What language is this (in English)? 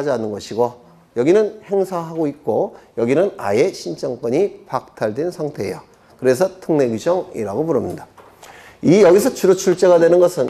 Korean